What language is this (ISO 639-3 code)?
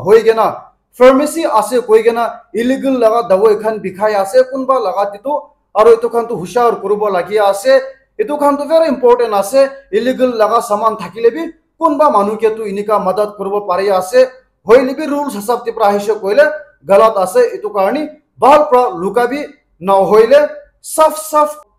nag